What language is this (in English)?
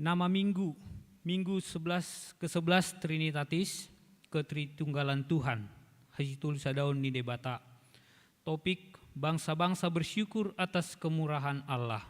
Batak Toba